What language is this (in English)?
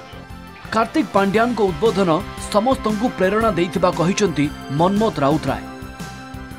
Odia